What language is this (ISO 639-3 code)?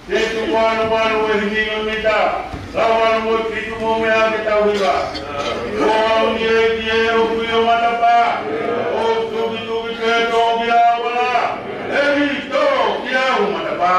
ton